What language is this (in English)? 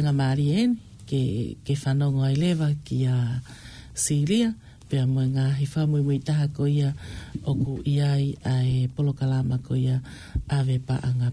Tongan